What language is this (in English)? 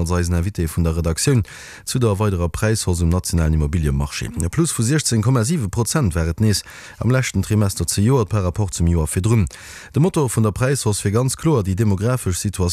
Luxembourgish